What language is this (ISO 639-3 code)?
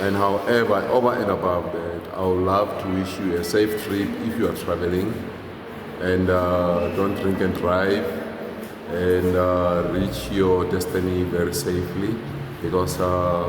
ven